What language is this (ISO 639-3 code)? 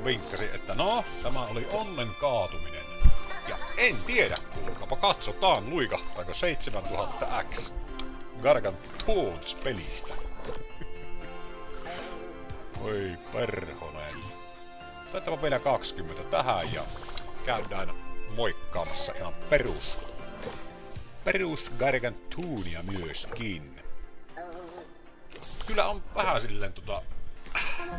fin